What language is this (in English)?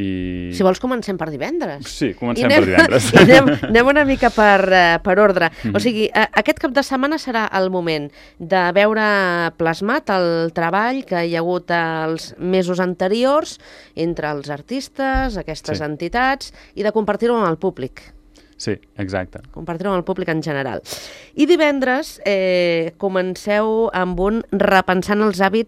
Catalan